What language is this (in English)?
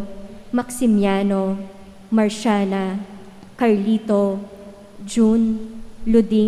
Pampanga